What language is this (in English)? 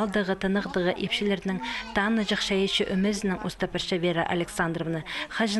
Khakas